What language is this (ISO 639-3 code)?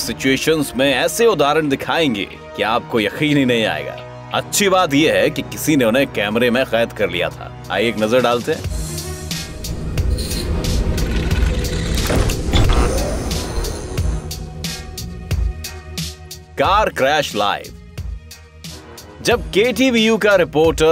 hin